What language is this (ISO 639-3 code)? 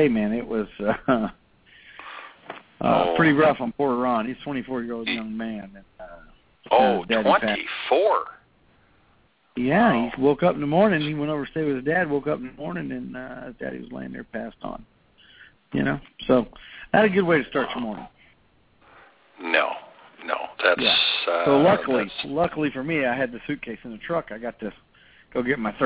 eng